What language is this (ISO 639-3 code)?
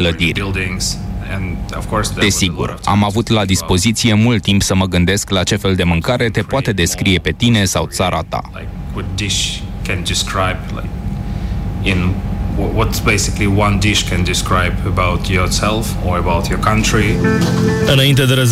ron